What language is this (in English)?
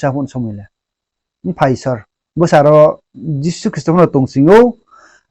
Riang (India)